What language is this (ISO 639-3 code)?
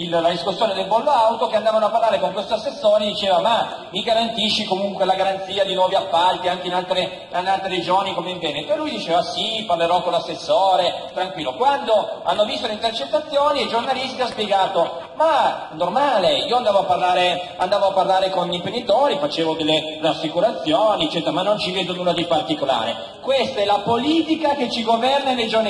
ita